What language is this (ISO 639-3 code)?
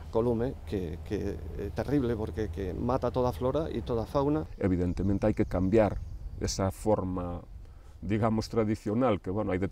glg